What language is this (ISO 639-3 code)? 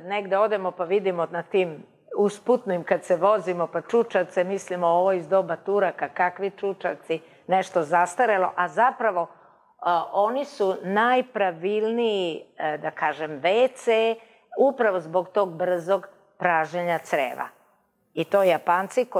srp